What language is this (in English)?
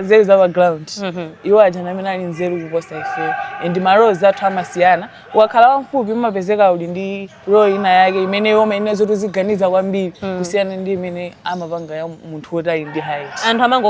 Nyanja